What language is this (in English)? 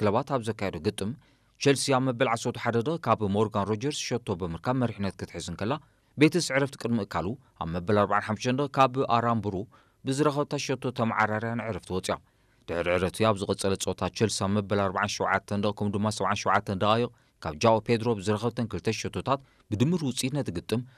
Tigrinya